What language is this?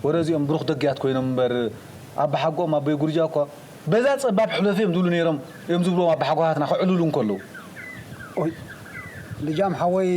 Tigrinya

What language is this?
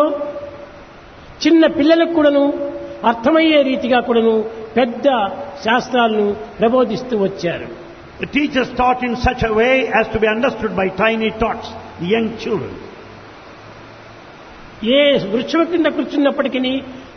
Telugu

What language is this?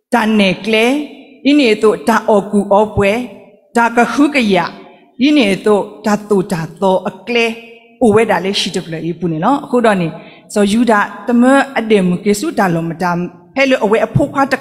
S'gaw Karen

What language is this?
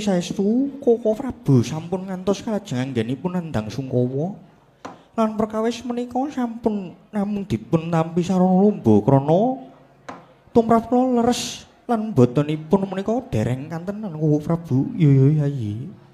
Javanese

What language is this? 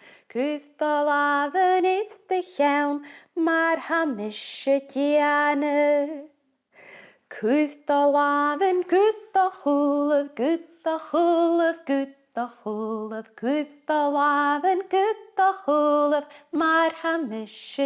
Scottish Gaelic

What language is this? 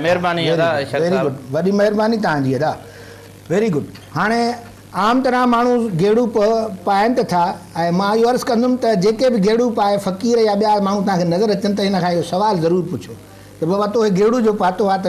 Sindhi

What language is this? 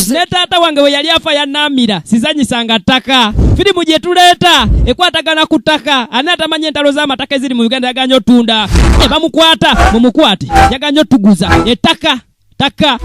Ganda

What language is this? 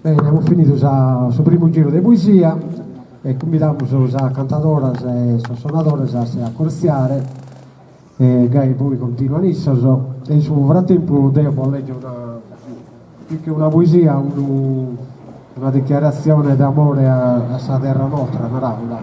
Sardinian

